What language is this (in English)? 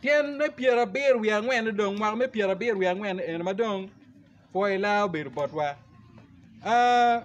Acoli